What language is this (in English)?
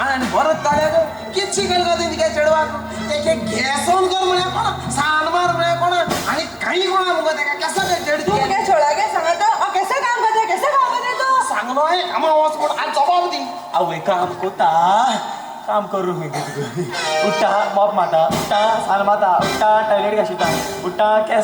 Konkani